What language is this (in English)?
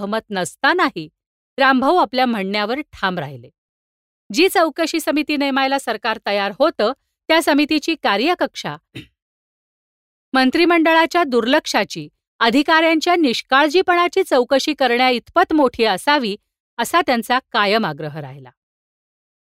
Marathi